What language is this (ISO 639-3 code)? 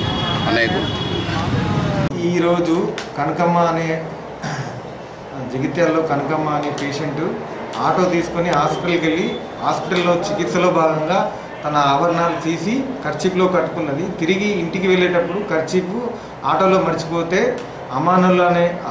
tel